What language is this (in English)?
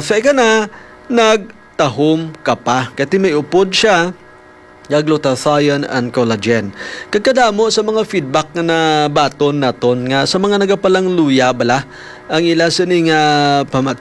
Hiligaynon